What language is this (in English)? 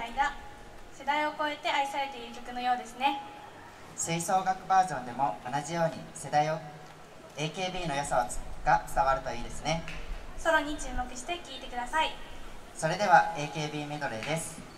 Japanese